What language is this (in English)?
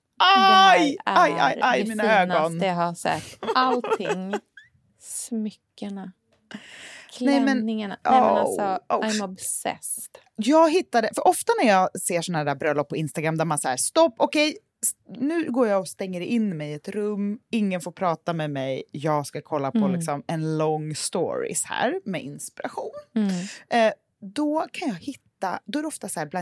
Swedish